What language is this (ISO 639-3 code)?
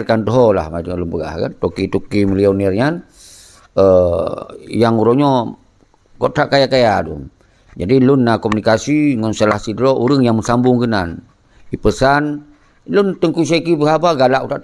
ace